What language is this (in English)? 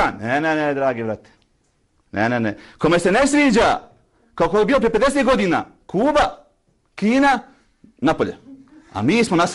Bosnian